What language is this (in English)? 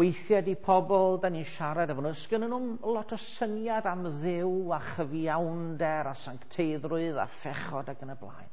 Welsh